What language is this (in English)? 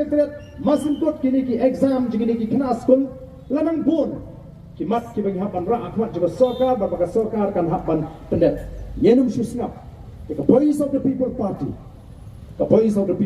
Khasi